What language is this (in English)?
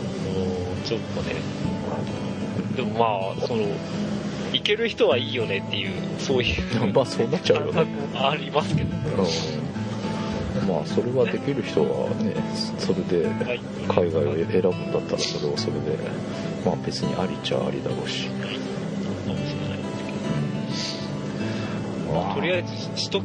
Japanese